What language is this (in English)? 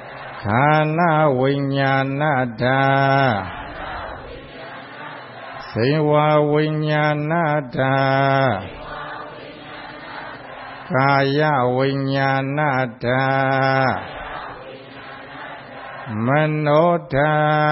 Burmese